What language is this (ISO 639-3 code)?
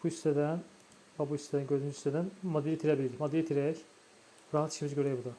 aze